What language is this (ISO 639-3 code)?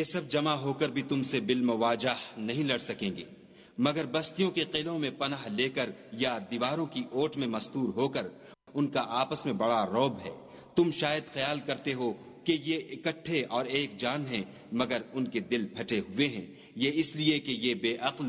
urd